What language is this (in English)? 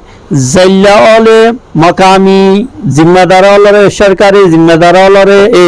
Rohingya